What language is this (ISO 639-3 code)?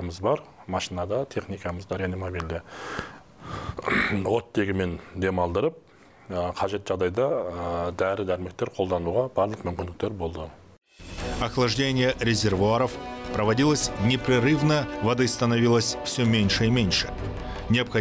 kaz